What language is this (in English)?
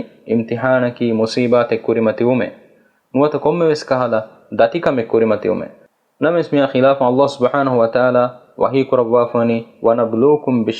Divehi